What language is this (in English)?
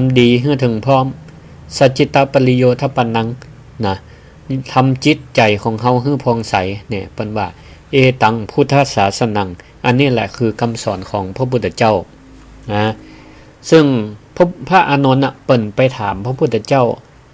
Northern Thai